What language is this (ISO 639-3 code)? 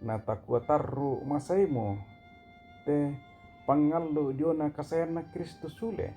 sda